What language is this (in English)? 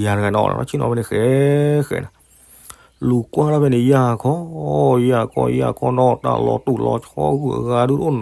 S'gaw Karen